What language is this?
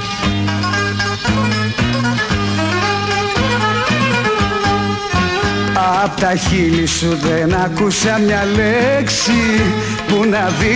Greek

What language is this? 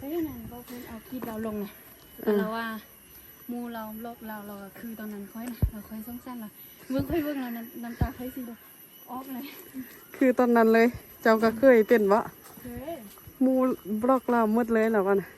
Lao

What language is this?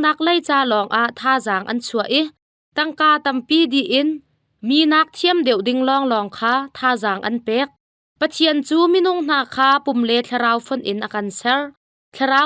Hakha Chin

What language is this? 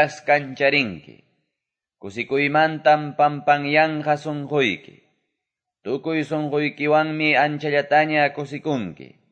Quechua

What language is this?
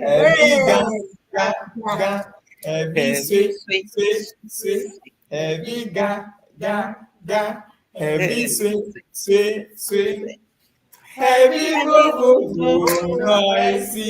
Ewe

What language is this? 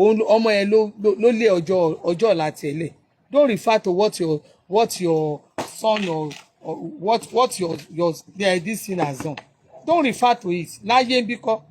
Yoruba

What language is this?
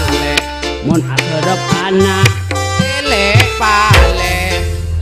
Madurese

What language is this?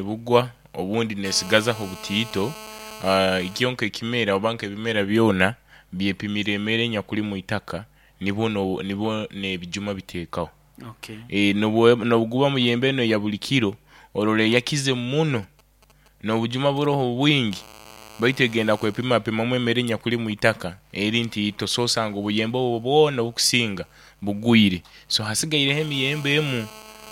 Nyoro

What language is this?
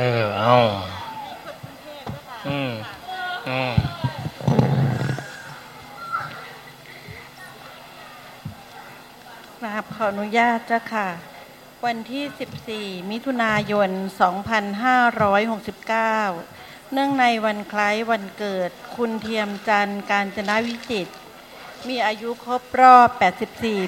Thai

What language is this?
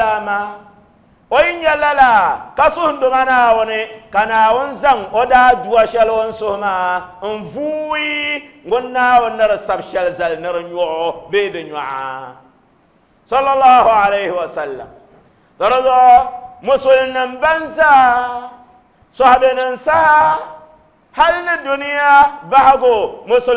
Dagbani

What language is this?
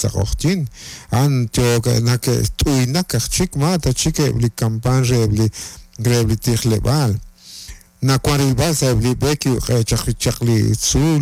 Kekchí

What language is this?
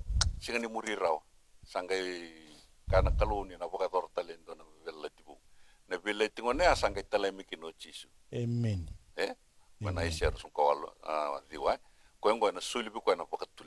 Fijian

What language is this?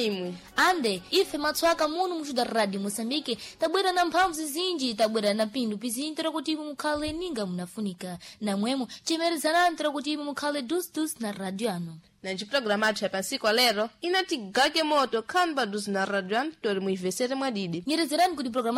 Sena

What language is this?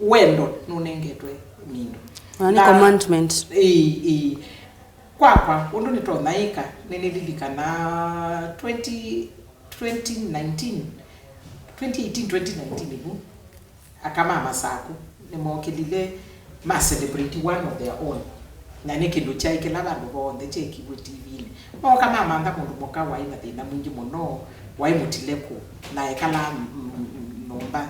Kamba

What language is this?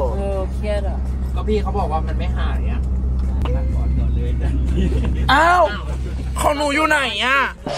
Thai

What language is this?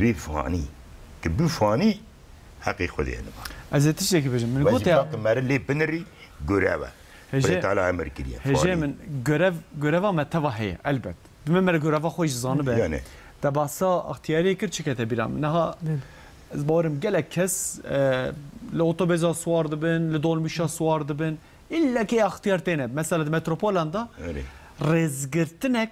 Kurdish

